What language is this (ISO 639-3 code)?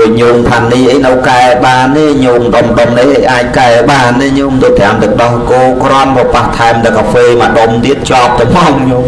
khm